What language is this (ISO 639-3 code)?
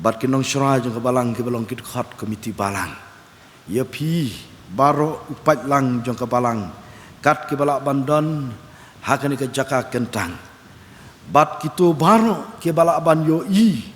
kha